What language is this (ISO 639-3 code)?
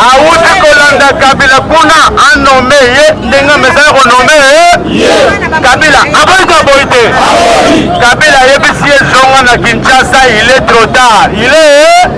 lin